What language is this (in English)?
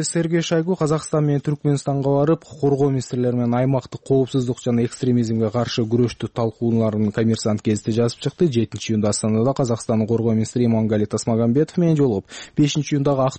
Kyrgyz